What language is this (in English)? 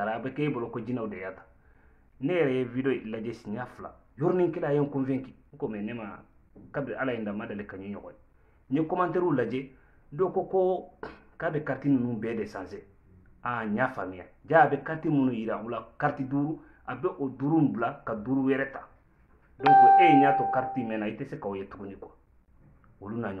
Bambara